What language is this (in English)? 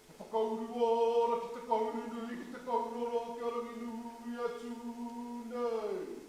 Māori